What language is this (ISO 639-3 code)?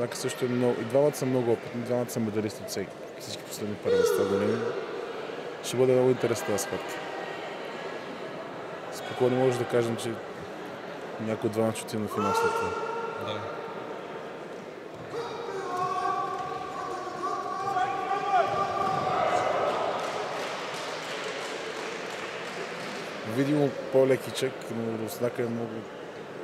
bul